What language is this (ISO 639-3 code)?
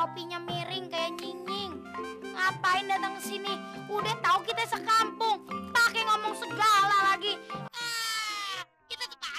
bew